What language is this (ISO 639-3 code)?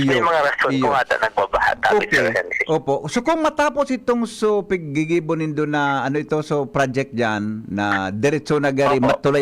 bik